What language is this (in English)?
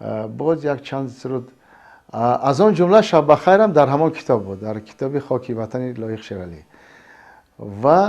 Tajik